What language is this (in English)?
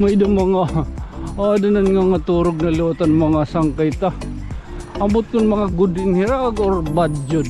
Waray